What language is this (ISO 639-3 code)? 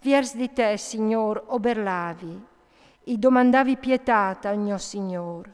fur